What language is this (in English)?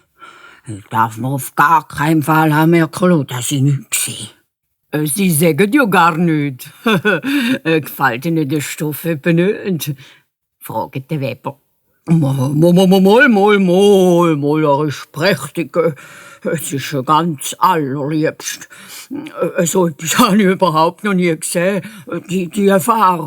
Swiss German